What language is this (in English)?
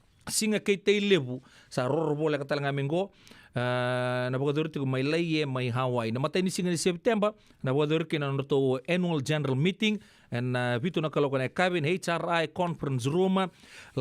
Fijian